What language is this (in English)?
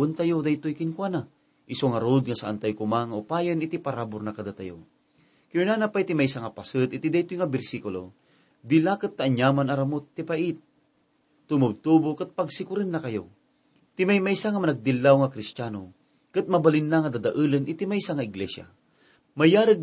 Iloko